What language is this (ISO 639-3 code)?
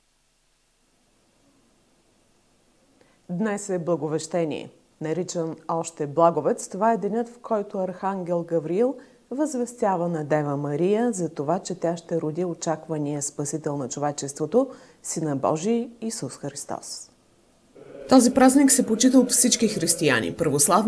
bul